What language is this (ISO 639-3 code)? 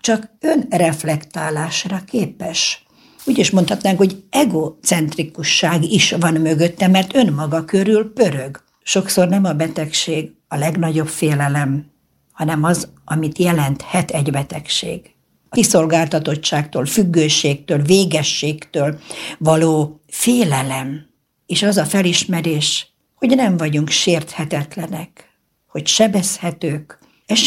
hun